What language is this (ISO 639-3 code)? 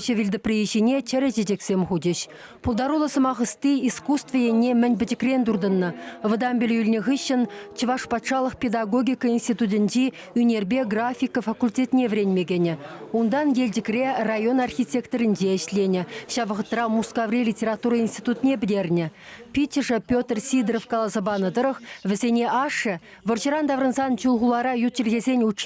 chv